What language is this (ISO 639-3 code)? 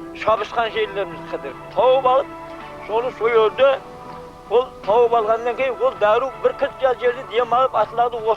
kaa